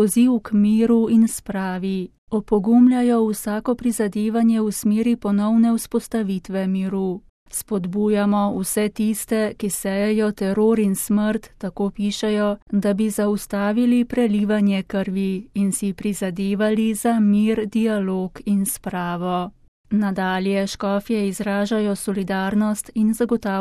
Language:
Slovenian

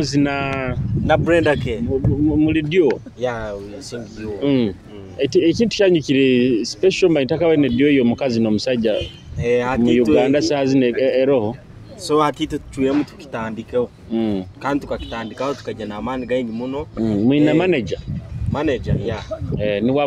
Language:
Nyoro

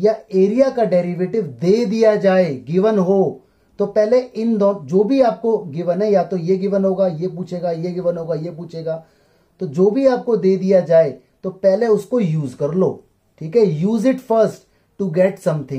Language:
Hindi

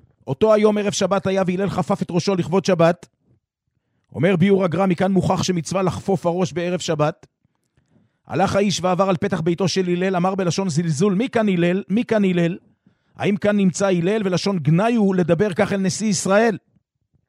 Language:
Hebrew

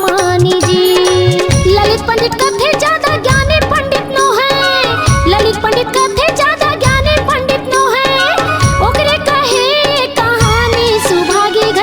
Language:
Chhattisgarhi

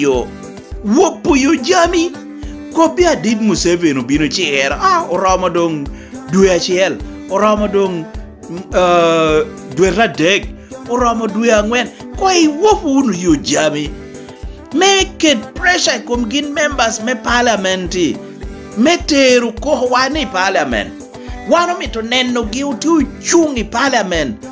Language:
Lango (Uganda)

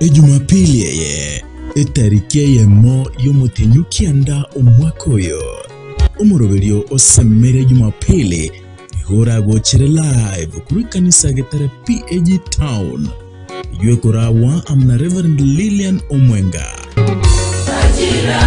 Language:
Gusii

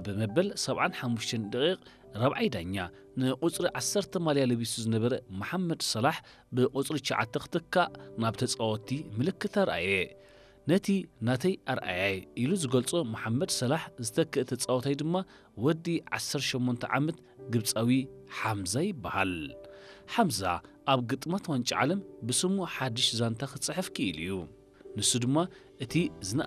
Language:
Tigrinya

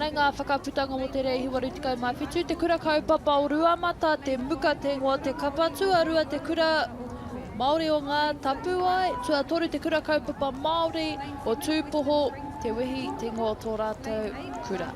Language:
Māori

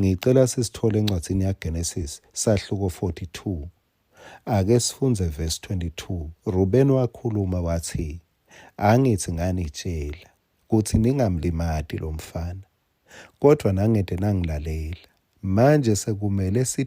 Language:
Swati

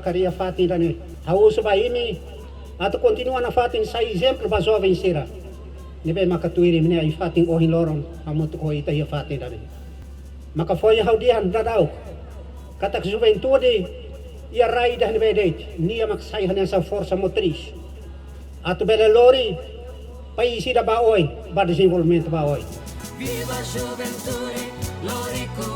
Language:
Tetum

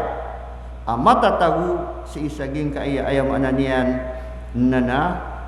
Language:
Maranao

